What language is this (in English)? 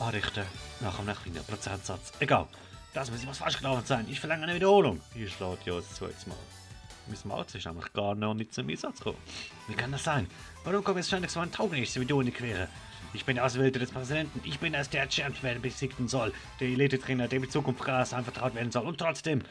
Swiss German